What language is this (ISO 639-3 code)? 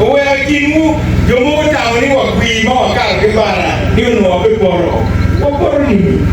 ach